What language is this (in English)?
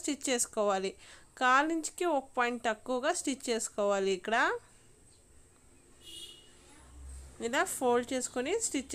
Telugu